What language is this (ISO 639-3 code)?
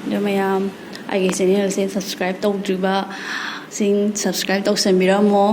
mni